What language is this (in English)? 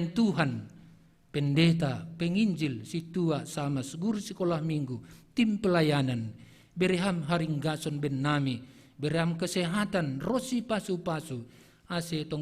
Batak Simalungun